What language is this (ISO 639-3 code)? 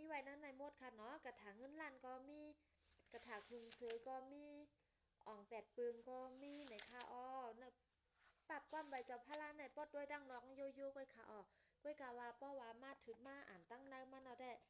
shn